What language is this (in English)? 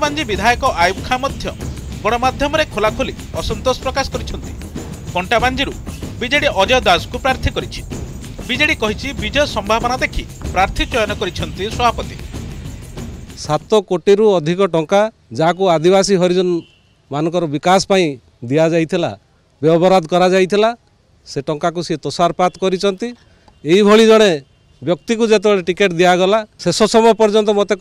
Odia